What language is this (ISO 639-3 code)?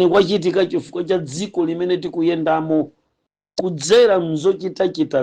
nya